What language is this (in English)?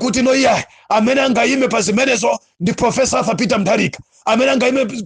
Nyanja